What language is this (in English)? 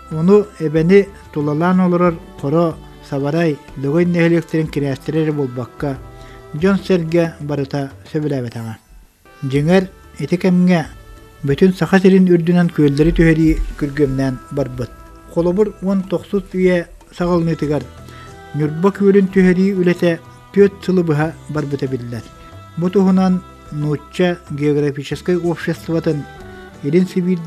Yakut